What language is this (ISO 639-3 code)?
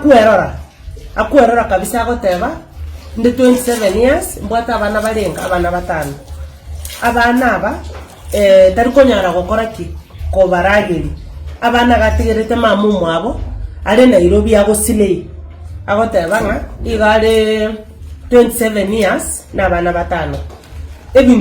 guz